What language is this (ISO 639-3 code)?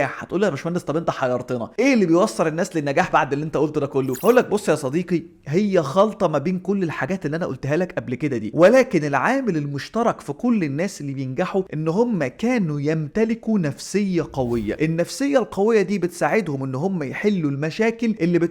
arz